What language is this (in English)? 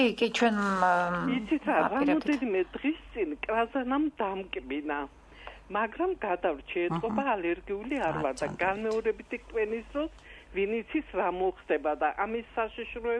Georgian